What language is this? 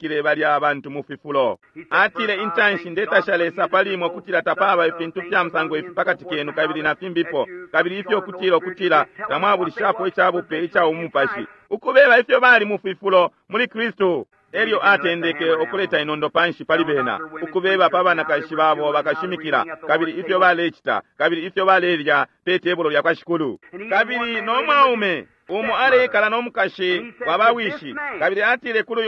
Bemba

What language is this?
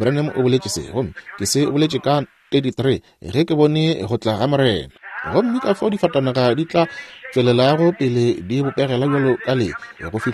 Northern Sotho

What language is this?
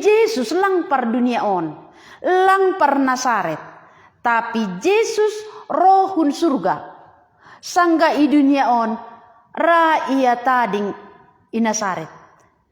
Batak Simalungun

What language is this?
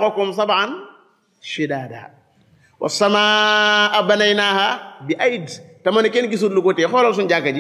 Wolof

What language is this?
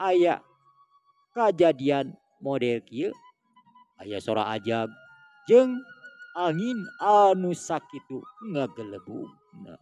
Sundanese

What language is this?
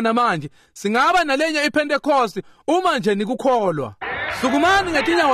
Swati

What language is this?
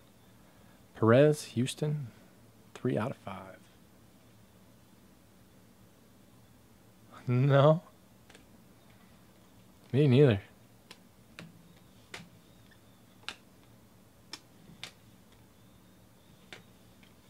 English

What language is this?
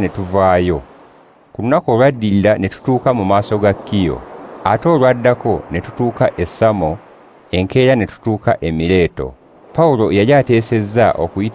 Ganda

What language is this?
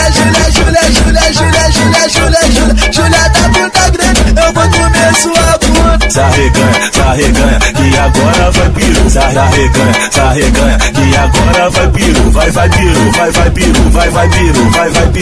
Portuguese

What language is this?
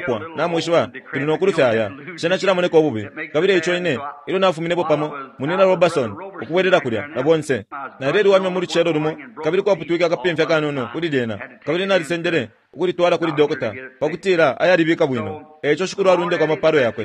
Bemba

